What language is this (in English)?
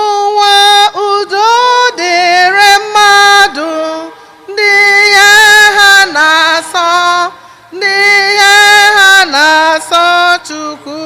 Igbo